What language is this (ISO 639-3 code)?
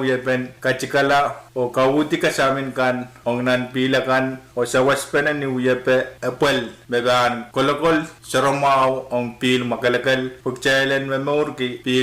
pon